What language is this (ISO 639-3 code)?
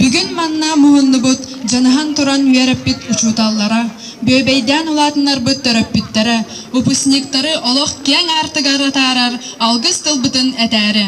sah